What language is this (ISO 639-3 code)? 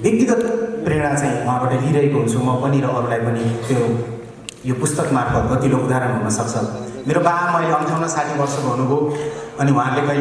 nep